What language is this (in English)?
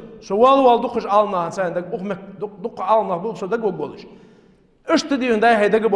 Ingush